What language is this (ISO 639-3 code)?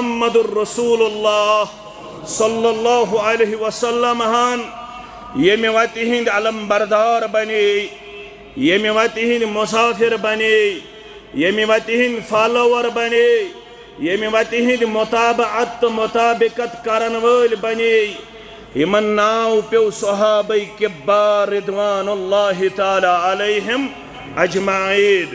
kas